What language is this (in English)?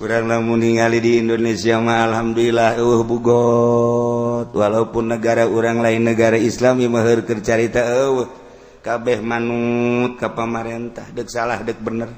Sundanese